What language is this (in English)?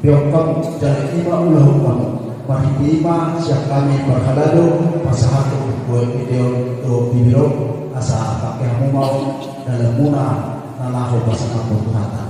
Batak Toba